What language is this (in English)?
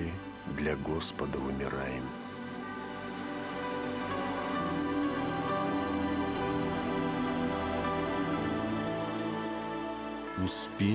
Russian